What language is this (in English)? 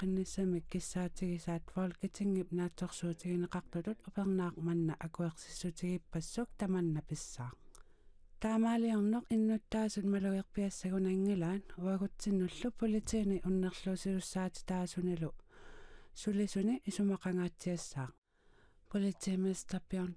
Kalaallisut